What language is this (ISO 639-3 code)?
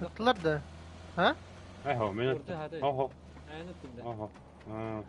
sah